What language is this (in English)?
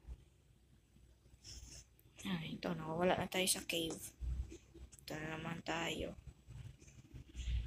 Filipino